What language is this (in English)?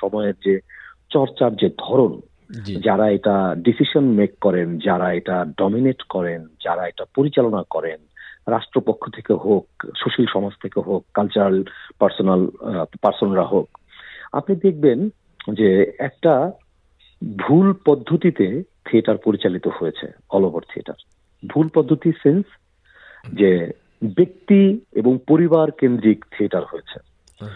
Bangla